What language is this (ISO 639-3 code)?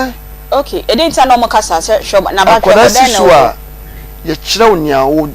aka